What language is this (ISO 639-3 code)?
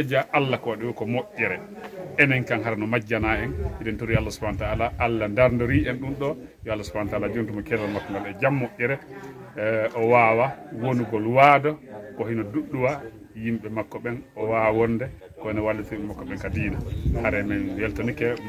ful